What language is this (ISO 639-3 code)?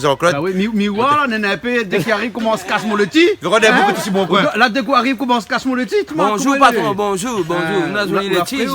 rcf